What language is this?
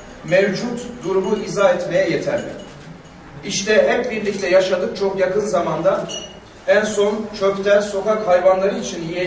Turkish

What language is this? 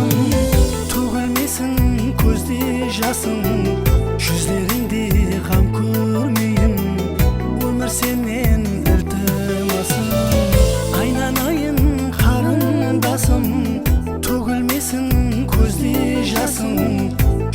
Kara-Kalpak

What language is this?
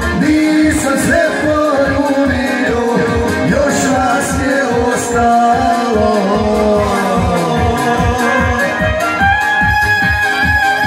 Croatian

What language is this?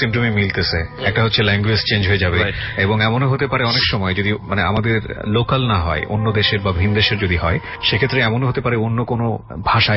Bangla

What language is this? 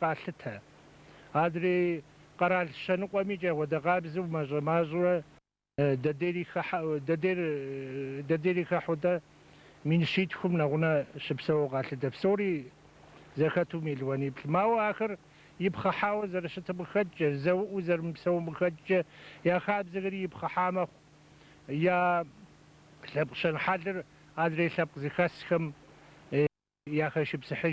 Kabardian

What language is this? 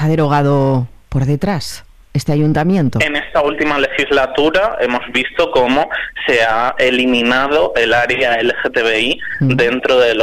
Spanish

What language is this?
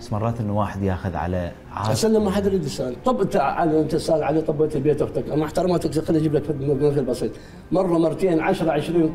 Mesopotamian Arabic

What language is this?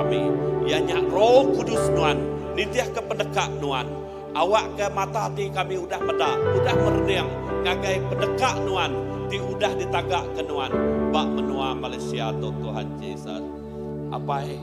Iban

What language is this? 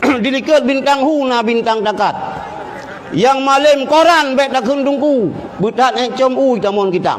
Achinese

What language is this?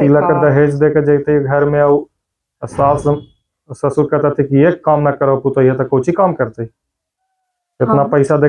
Magahi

